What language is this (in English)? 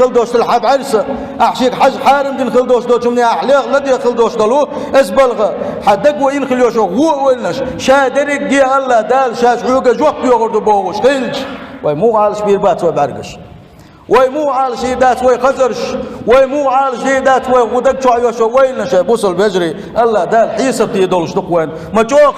Chechen